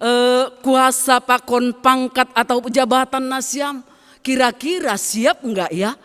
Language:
Batak Simalungun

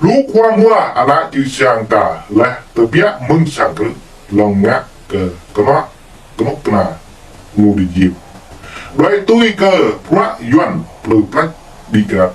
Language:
Jarai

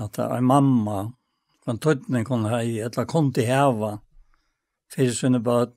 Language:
Faroese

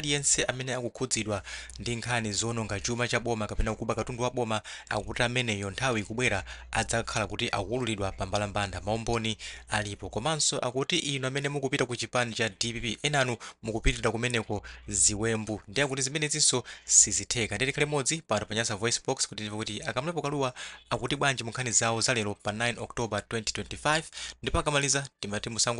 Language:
Nyanja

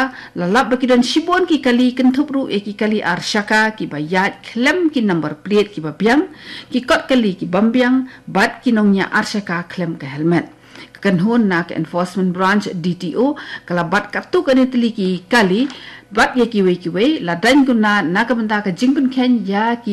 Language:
Khasi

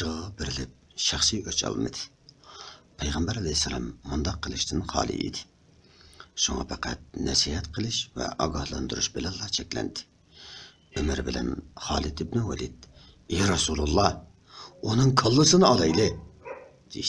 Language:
Uyghur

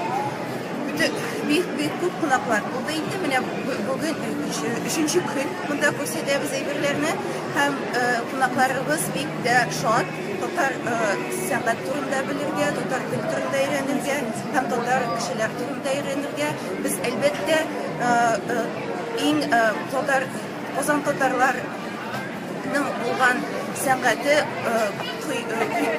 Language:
Tatar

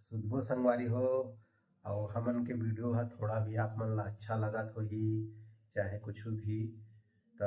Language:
Chhattisgarhi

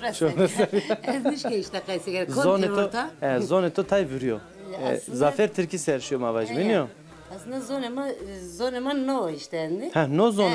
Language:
Zaza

